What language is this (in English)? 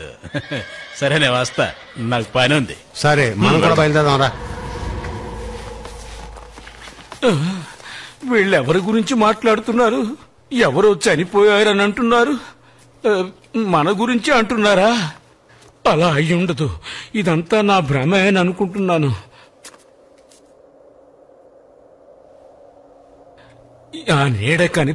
Telugu